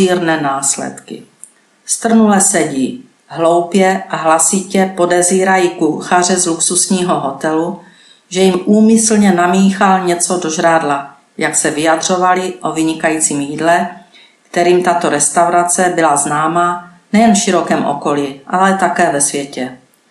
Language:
Czech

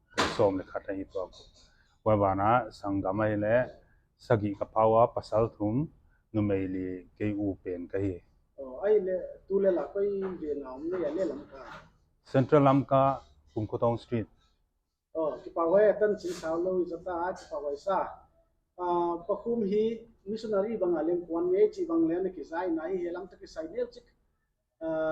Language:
Paite Chin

